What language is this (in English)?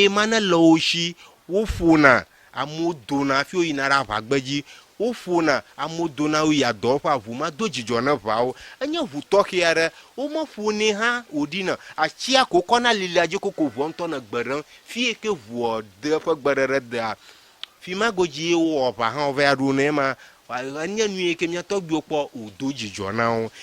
Ewe